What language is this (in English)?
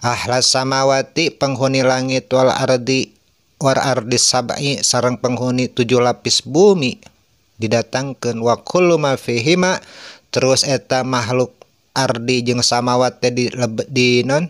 Sundanese